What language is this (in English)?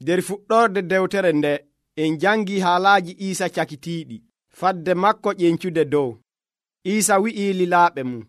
Nigerian Fulfulde